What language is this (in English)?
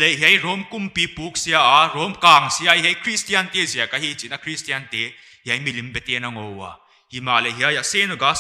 Paite Chin